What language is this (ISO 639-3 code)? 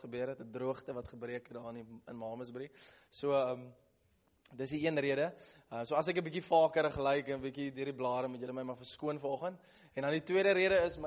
afr